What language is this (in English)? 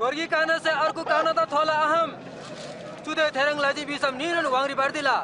Eastern Tamang